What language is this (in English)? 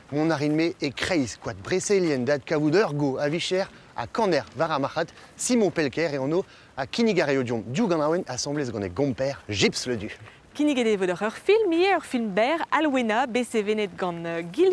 Breton